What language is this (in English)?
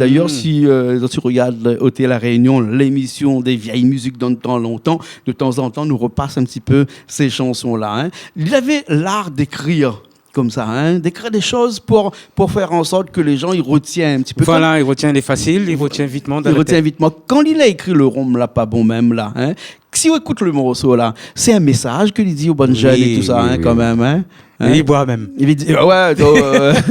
Réunion Creole French